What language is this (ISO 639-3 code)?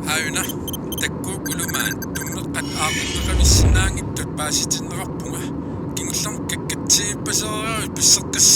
kal